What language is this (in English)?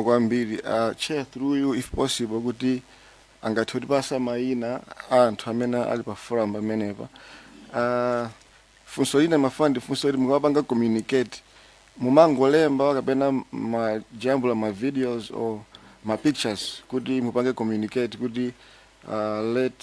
Nyanja